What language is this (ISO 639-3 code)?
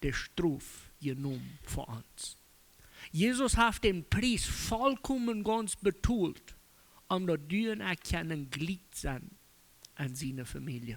pdt